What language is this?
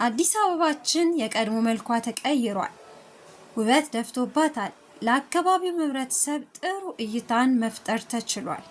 Amharic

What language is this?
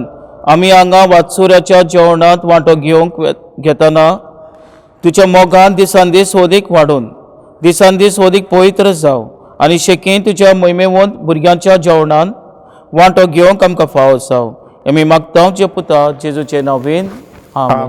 Konkani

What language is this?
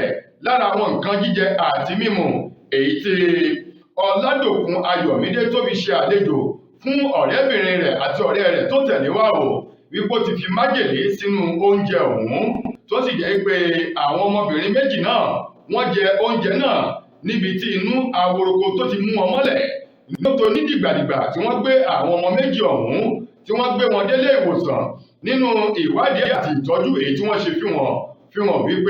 Yoruba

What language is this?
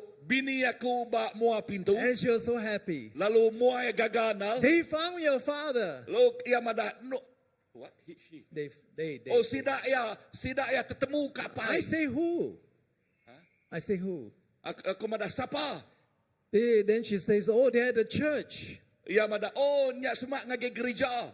Iban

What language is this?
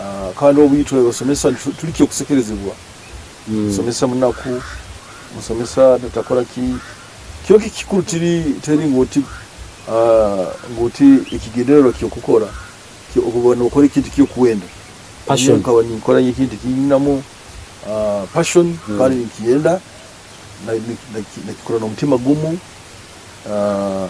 Nyoro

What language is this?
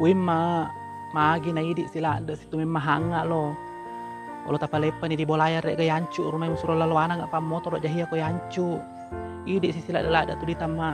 Buginese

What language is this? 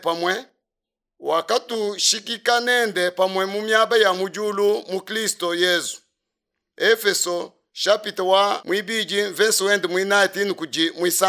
Luba-Lulua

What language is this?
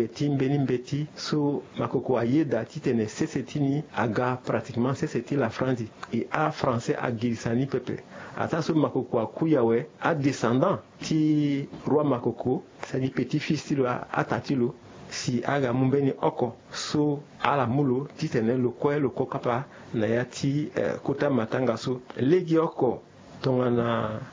Sango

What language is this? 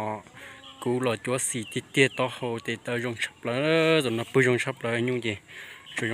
Hmong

